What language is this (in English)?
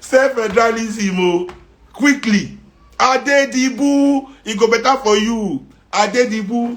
Nigerian Pidgin